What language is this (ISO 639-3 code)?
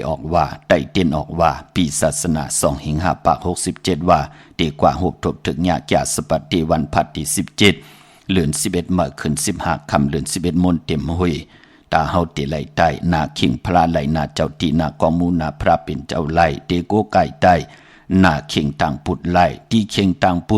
shn